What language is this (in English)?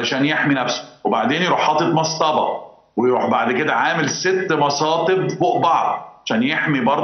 Egyptian Arabic